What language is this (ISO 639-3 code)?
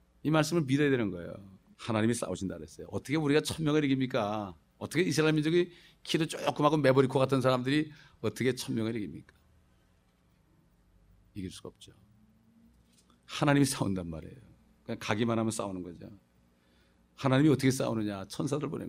kor